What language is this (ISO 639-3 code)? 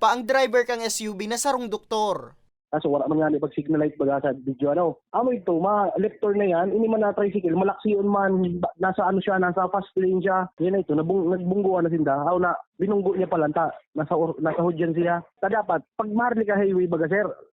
bik